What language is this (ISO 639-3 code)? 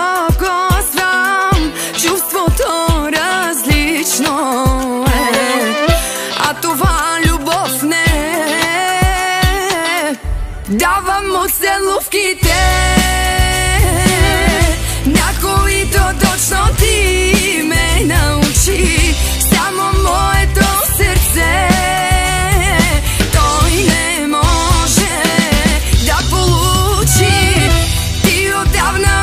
bul